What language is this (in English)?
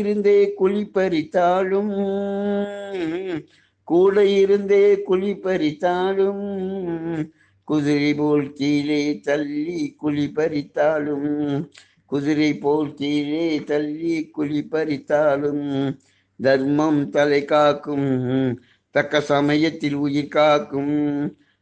Tamil